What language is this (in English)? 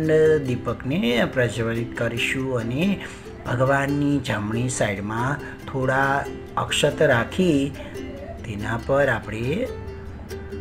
Gujarati